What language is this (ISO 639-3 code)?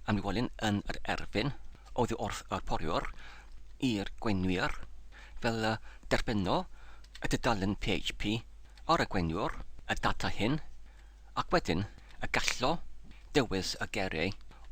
cym